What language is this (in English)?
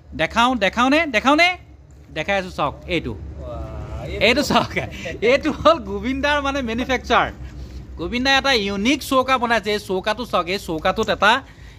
Assamese